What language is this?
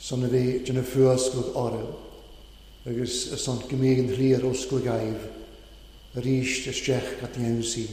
Welsh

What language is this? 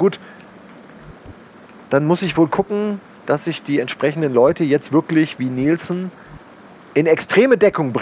German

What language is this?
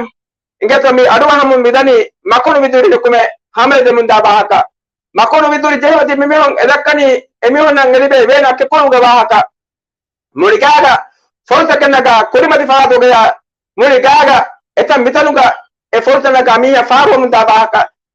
Divehi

